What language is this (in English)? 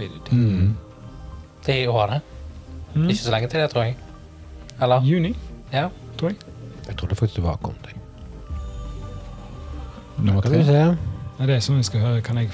Norwegian